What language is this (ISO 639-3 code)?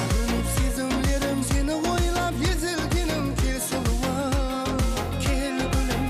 kaa